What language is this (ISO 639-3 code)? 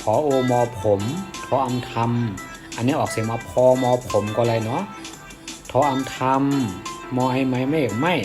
shn